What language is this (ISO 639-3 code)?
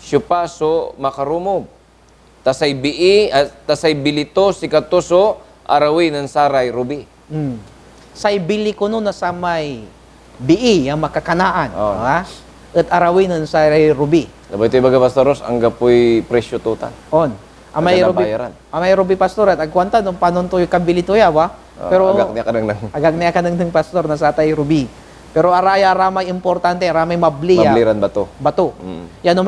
pag